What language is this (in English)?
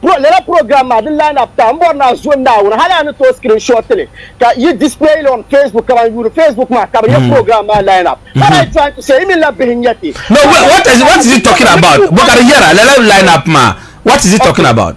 Dagbani